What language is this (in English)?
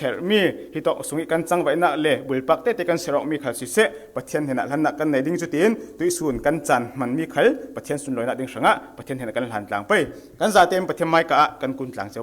Falam Chin